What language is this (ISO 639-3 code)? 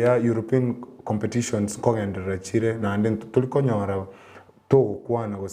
guz